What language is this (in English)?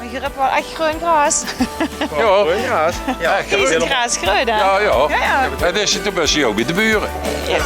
Limburgish